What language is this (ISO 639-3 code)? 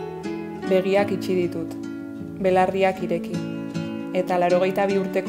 eus